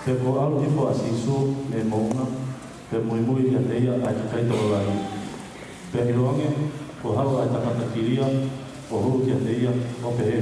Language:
Tongan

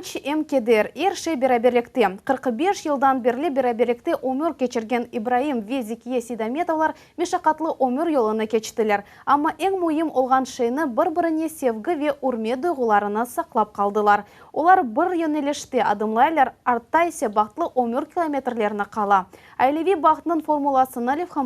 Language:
Crimean Tatar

